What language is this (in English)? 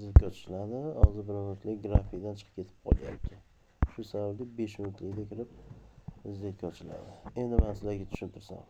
Uzbek